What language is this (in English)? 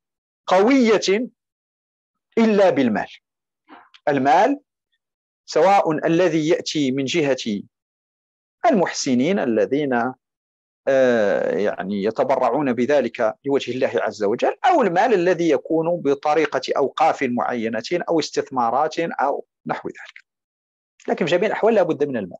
Arabic